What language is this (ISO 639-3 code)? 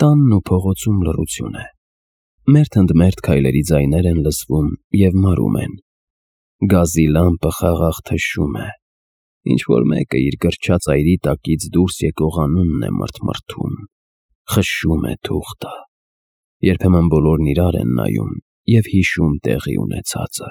hye